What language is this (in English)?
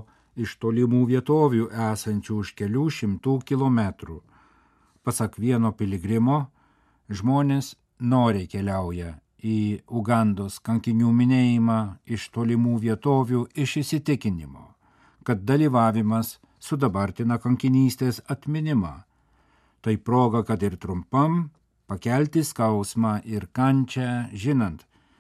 Lithuanian